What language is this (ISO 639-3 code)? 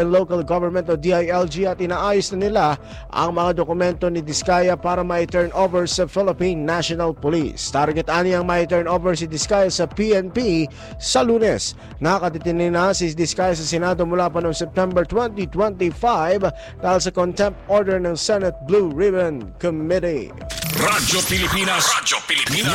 fil